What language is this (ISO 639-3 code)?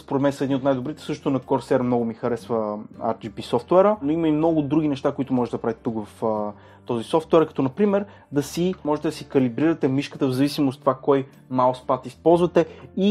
bul